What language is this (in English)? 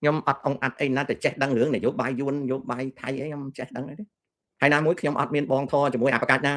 Khmer